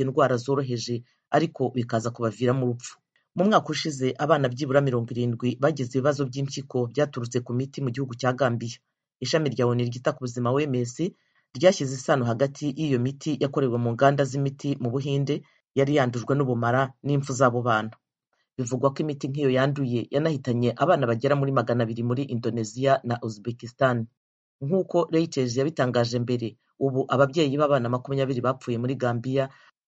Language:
Kinyarwanda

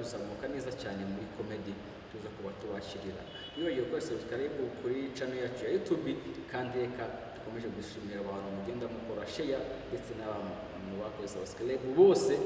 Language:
Kinyarwanda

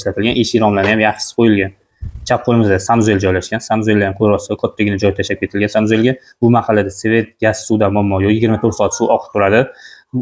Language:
Uzbek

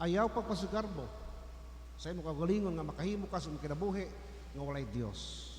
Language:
Cebuano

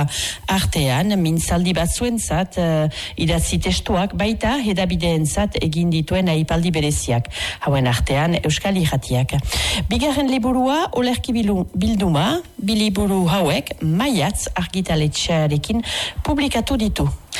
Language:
Basque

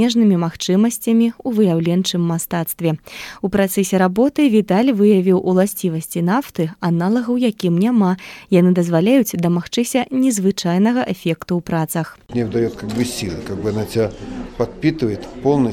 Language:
Belarusian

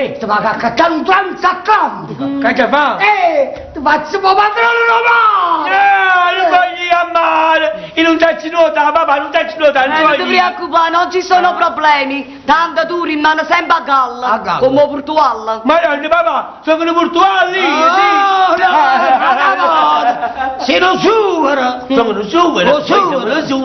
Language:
Neapolitan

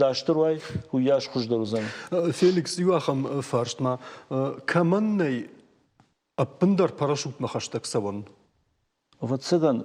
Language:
Ossetic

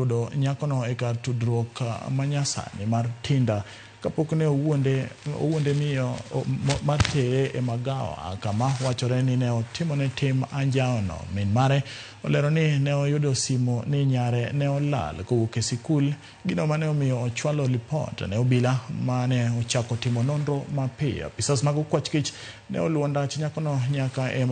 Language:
Luo (Kenya and Tanzania)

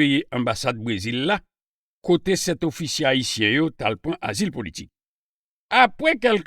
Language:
Haitian Creole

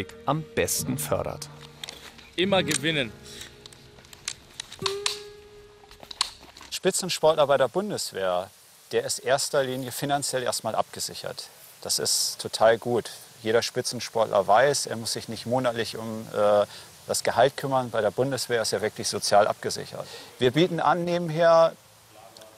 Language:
German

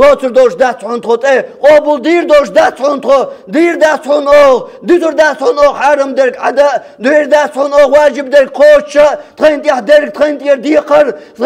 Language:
Chechen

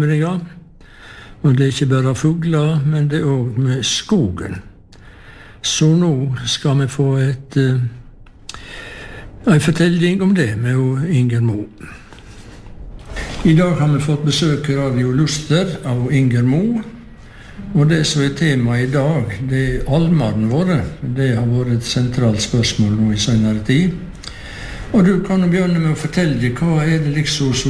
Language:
Norwegian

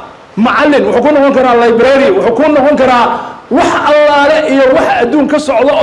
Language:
Somali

